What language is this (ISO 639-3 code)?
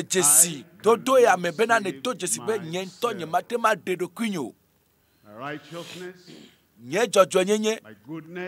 ewe